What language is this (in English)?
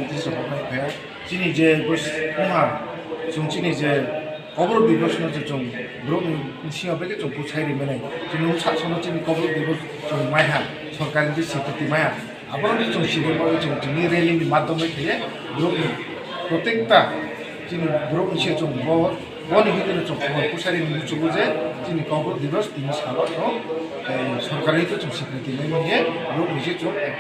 Kok Borok